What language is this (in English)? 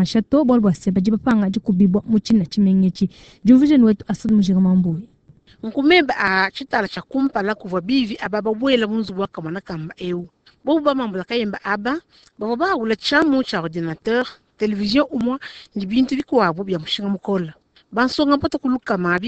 Luba-Lulua